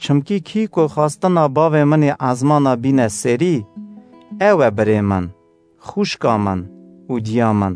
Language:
Kurdish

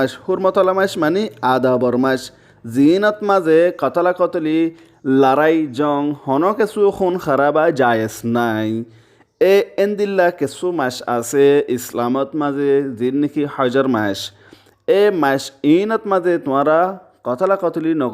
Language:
Rohingya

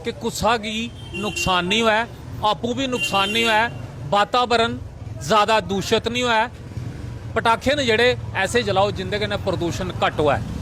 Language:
Dogri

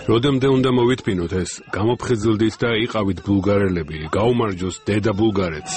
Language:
Georgian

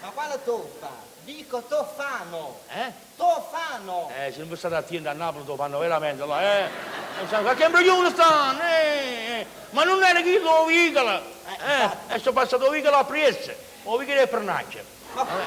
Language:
Neapolitan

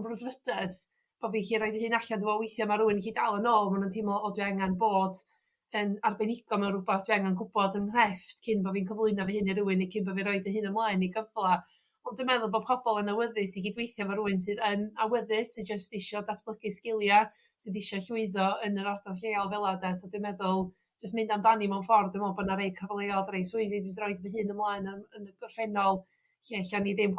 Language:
Welsh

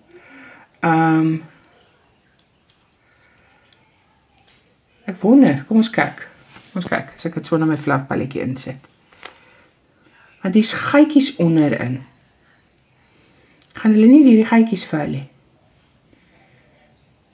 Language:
Afrikaans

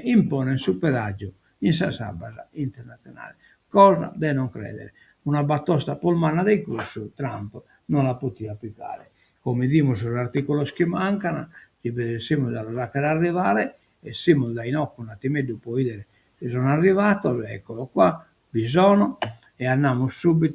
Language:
Sardinian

